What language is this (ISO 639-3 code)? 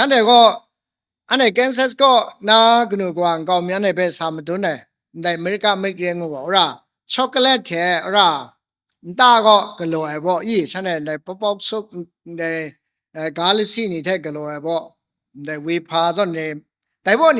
kac